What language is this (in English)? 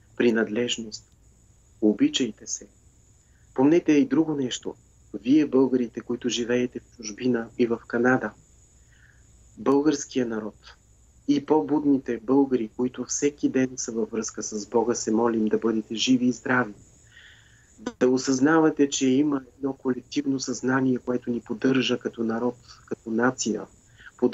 Bulgarian